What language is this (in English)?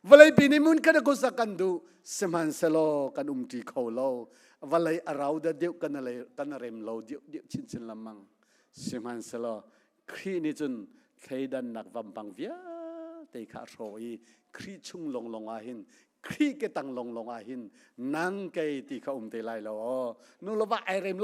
Hakha Chin